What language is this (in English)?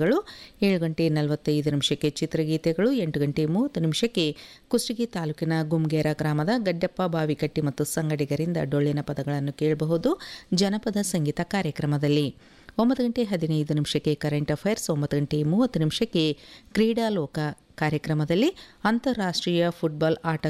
Kannada